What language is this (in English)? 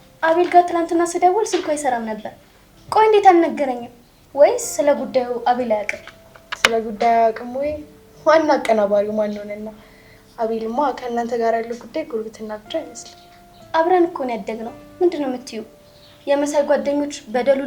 Amharic